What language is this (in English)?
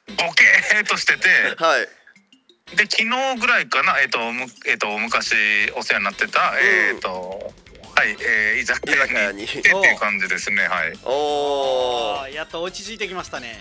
Japanese